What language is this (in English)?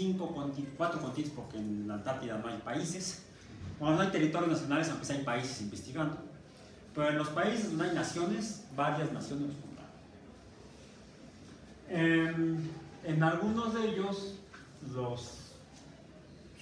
Spanish